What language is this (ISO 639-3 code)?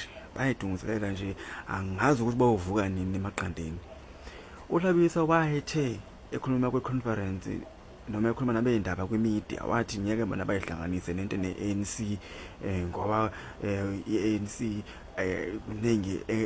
zul